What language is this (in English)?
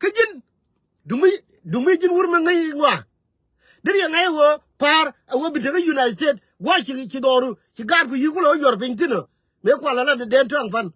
Nuer